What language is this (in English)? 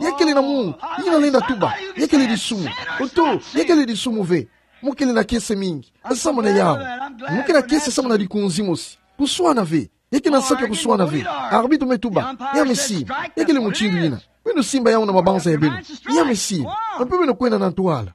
Kituba (Democratic Republic of Congo)